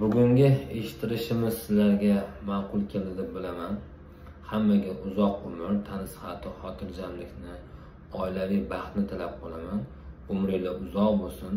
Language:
Uzbek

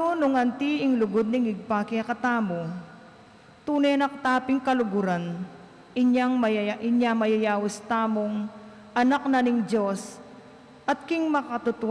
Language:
Pampanga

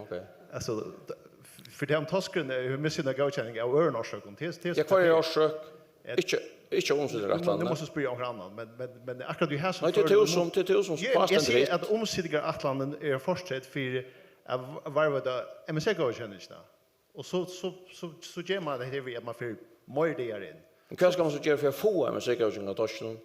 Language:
Faroese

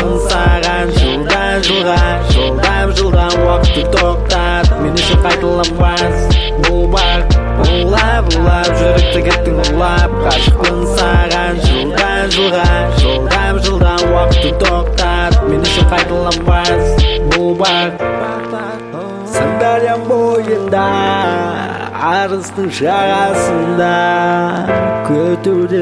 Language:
Kazakh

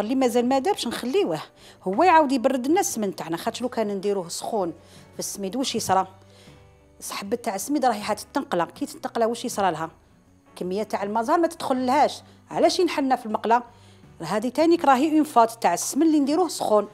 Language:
Algerian Arabic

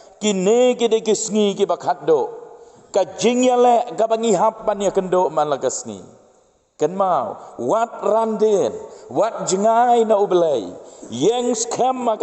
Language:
Khasi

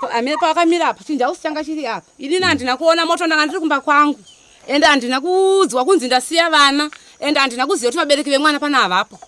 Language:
Shona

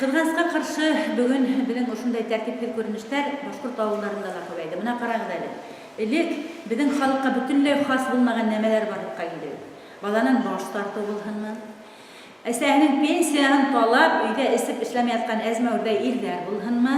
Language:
Bashkir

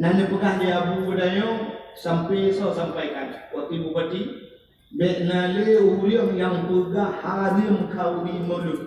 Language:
Achinese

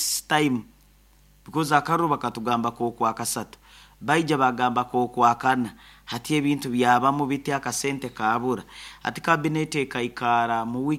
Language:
Nyoro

